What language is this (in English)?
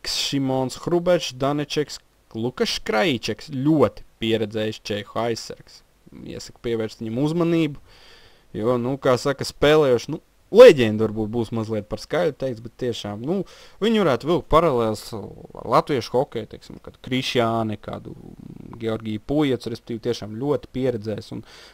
Latvian